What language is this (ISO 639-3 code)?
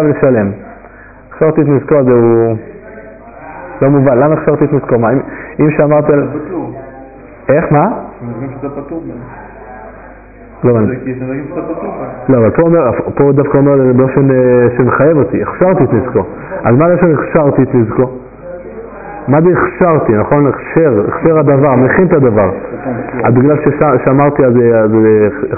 heb